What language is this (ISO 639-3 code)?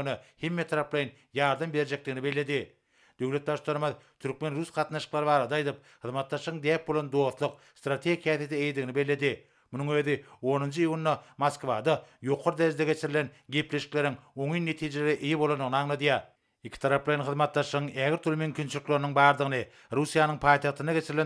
tuk